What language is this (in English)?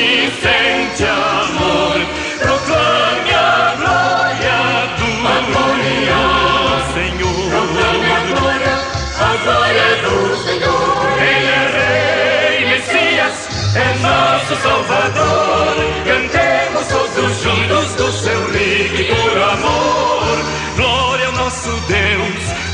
Portuguese